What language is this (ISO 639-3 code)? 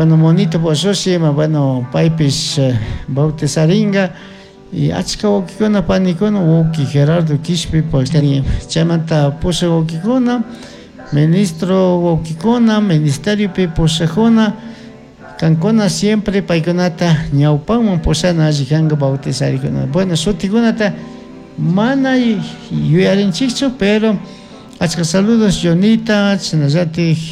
qug